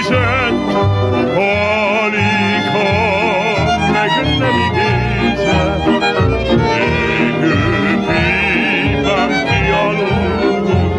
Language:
Hungarian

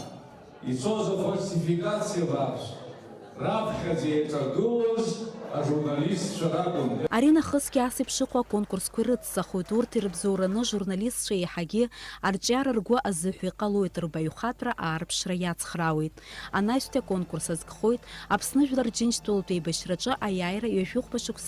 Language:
Abkhazian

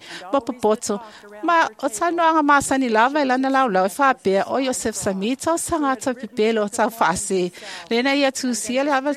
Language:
Samoan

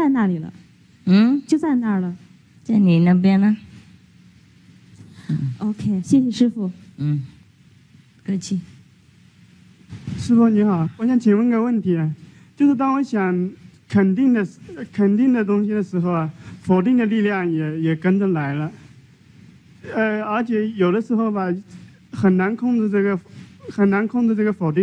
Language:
Chinese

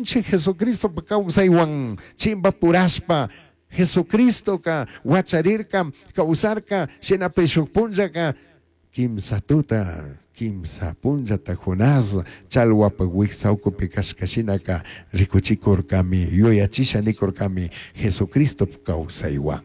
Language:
Chimborazo Highland Quichua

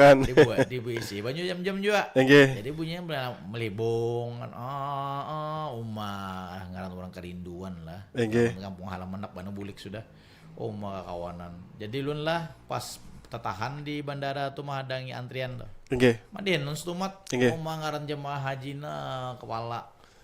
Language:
Banjar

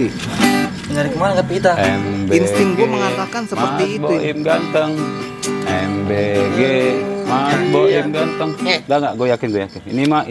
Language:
Betawi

